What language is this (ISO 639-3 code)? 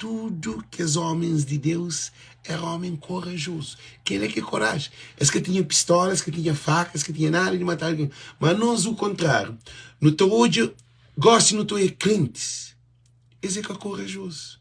kea